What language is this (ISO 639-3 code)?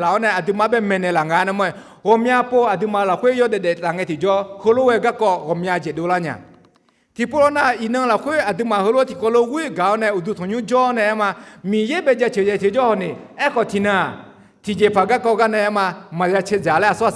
ahk